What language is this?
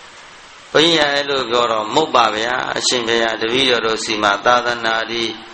Burmese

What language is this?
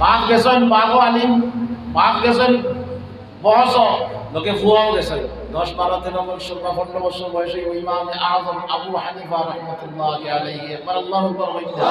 Sylheti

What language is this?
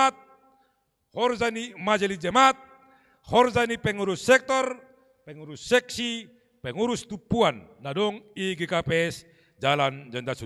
Batak Simalungun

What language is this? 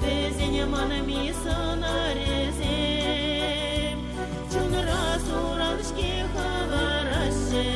Chuvash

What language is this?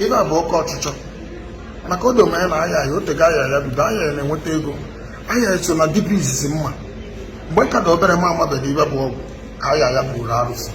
Igbo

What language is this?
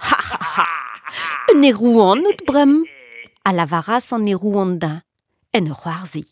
Breton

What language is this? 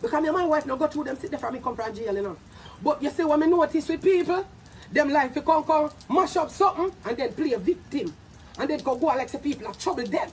Jamaican Creole English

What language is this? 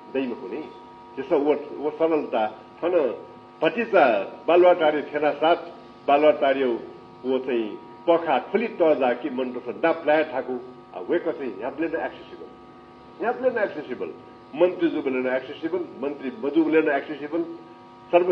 Newari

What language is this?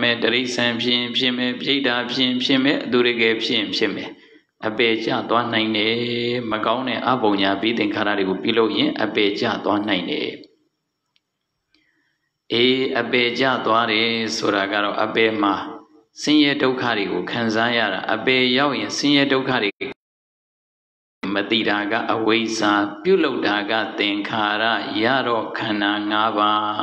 Burmese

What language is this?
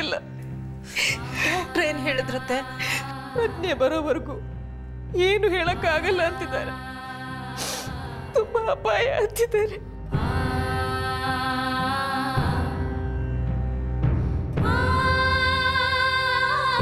Kannada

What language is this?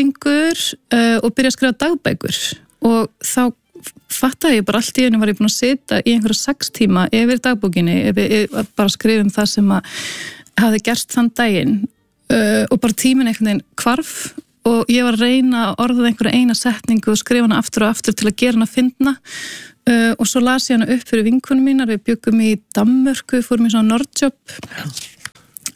Icelandic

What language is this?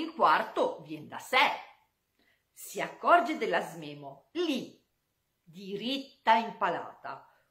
Italian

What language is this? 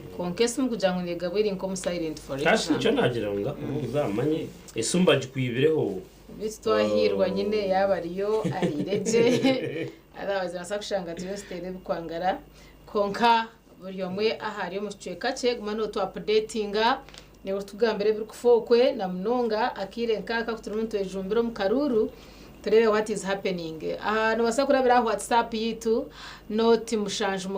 Nyankole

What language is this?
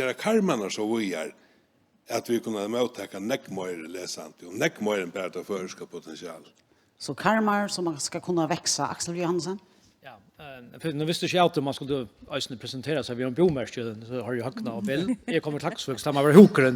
Faroese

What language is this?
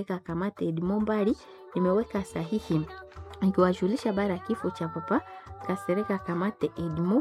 Swahili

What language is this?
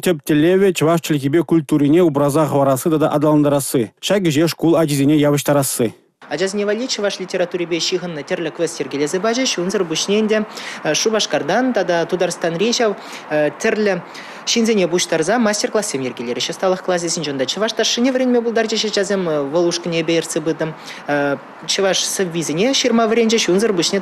Chuvash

